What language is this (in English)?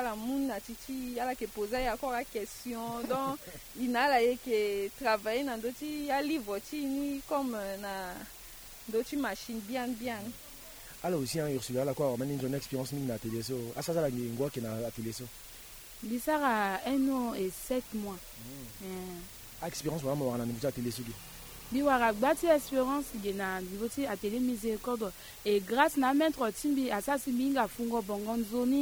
Sango